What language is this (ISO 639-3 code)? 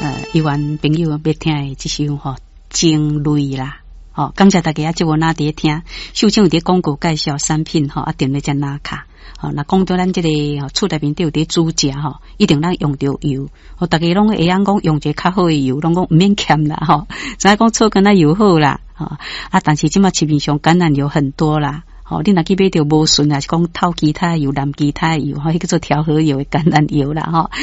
nan